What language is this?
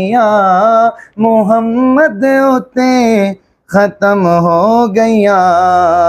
Saraiki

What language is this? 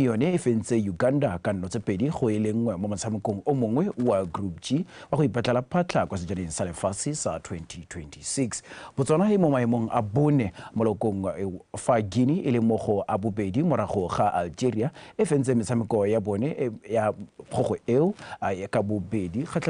Tswana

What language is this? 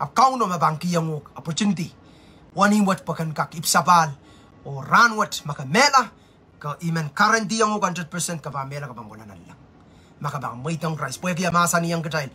Pohnpeian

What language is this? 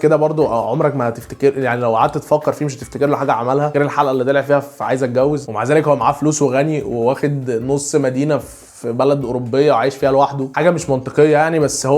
Egyptian Arabic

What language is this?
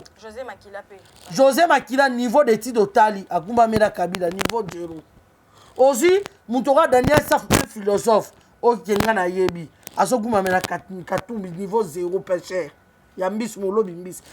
Lingala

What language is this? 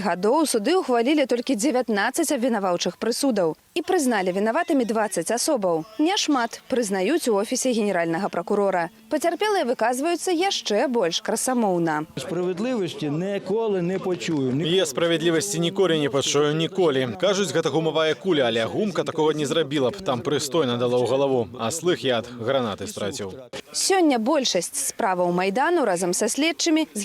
Belarusian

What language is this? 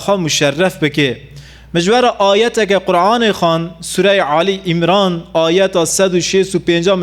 Kurdish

